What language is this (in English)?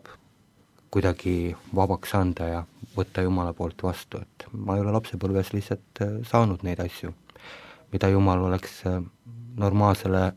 Estonian